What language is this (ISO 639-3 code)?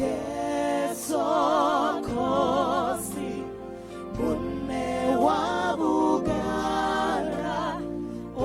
ven